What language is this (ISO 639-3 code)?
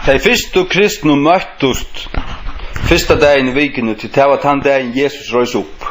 fao